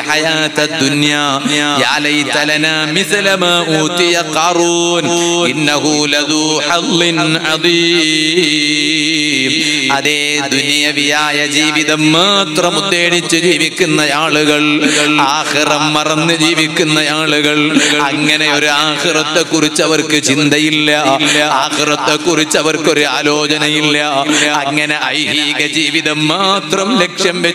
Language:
Malayalam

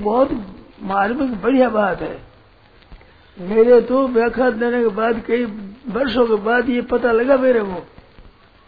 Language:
Hindi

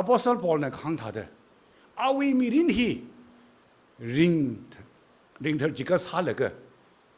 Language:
Tangkhul Naga (India)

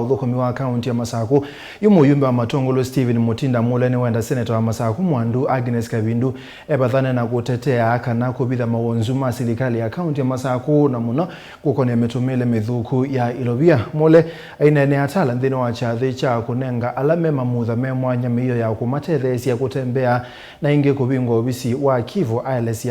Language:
Kamba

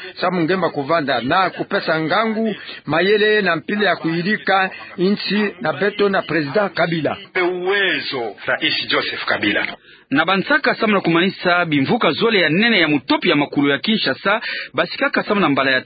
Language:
Kituba (Democratic Republic of Congo)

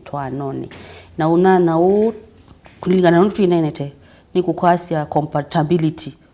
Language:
Kamba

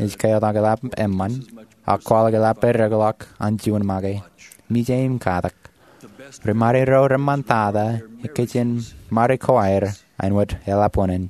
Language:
Marshallese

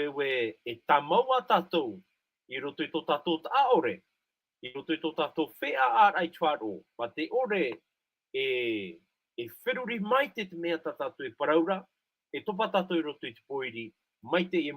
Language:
Tahitian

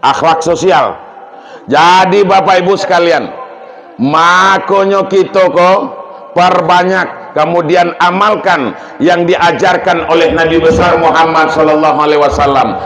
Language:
Minangkabau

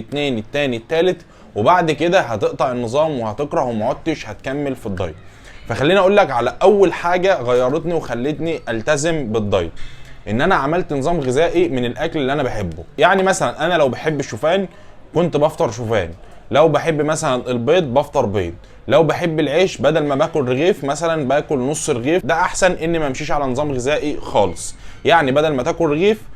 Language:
Egyptian Arabic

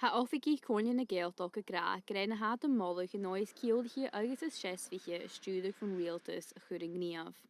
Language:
Scottish Gaelic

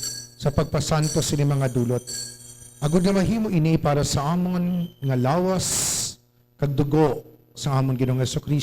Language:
Hiligaynon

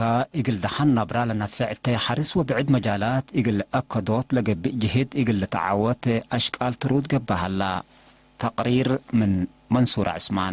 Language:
Tigre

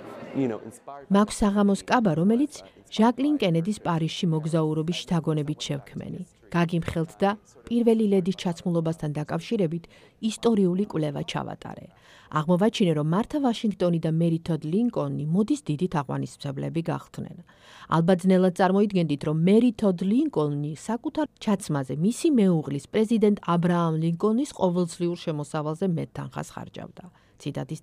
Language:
Georgian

